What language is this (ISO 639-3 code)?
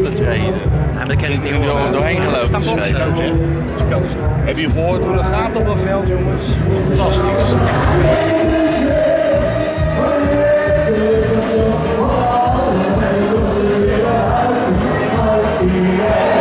nld